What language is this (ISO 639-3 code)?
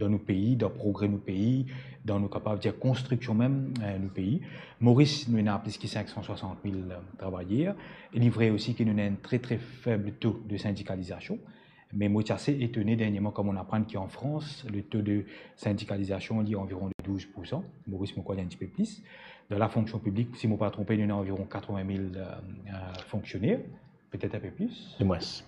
mfe